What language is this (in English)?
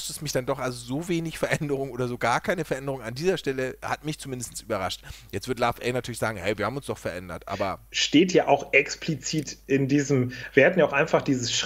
German